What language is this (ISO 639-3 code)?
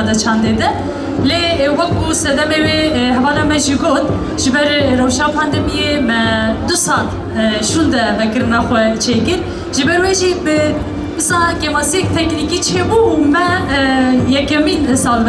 kur